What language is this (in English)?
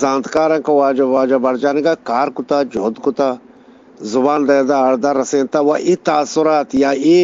Eastern Balochi